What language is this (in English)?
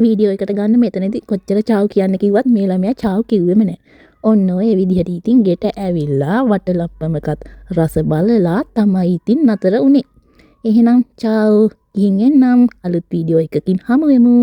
Sinhala